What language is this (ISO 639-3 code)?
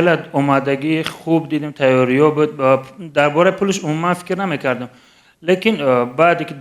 tgk